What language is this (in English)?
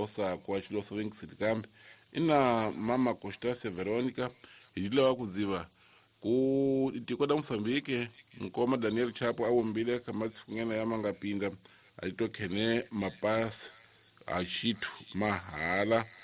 Tsonga